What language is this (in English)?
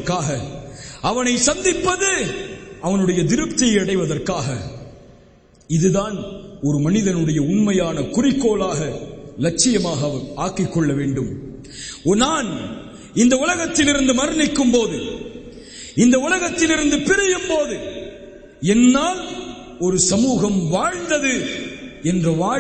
Tamil